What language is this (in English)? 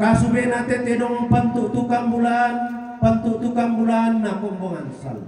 Toraja-Sa'dan